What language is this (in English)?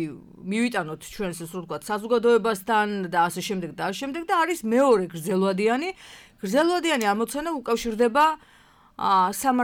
Georgian